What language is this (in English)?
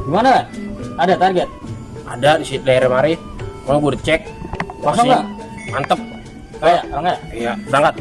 Betawi